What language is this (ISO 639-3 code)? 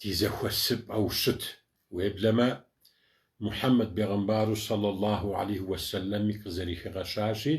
kbd